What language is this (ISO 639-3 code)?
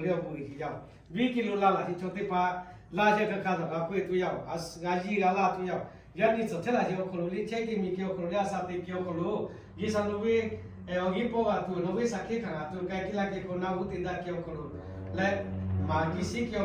lhu